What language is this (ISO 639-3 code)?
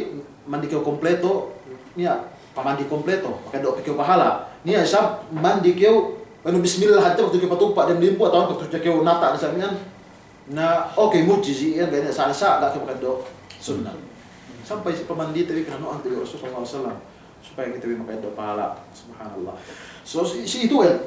yka